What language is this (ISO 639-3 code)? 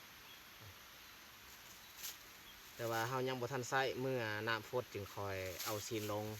lao